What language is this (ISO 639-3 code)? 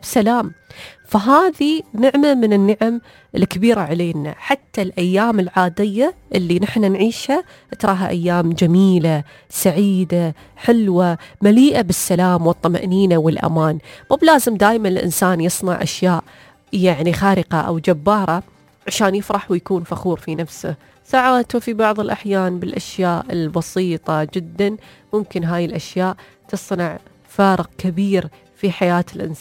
afb